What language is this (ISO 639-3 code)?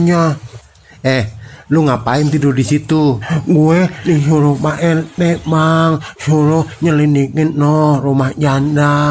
bew